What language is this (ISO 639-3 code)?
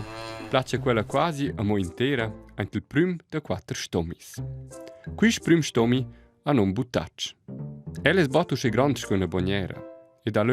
roh